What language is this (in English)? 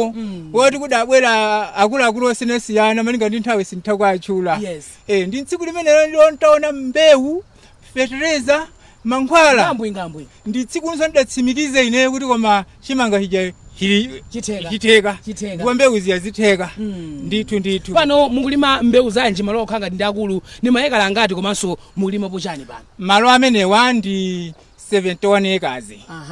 Nyanja